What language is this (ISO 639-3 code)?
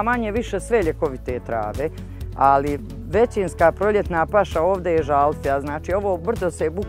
srp